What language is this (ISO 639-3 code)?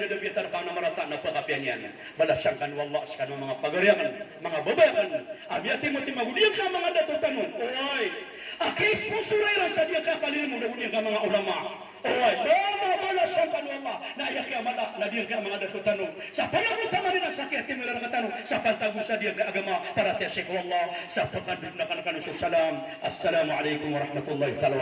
mrw